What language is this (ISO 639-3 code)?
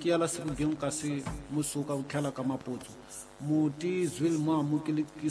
tso